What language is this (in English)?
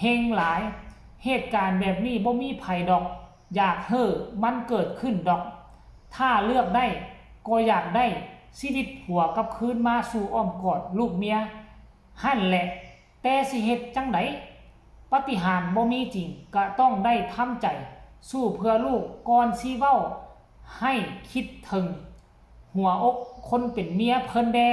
Lao